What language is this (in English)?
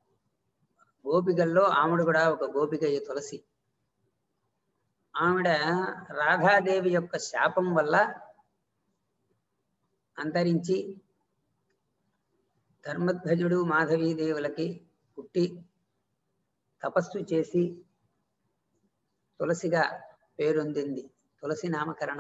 Telugu